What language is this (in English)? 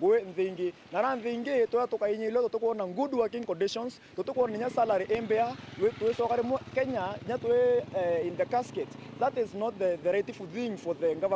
Meru